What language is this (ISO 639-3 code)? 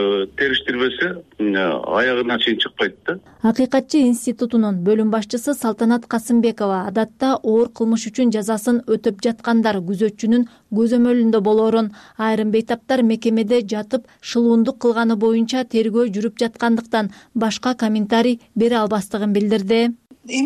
kir